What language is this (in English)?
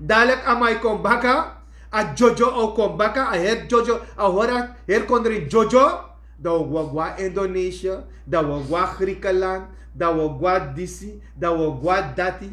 Sranan Tongo